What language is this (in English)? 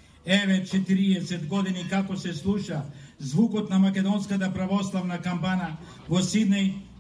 Macedonian